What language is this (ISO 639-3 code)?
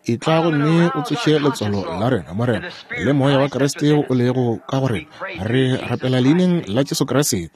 nso